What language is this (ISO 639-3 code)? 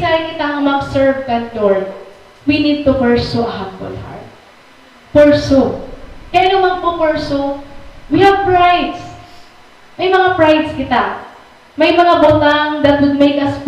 war